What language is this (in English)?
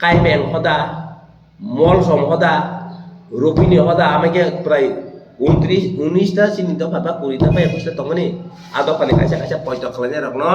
Kok Borok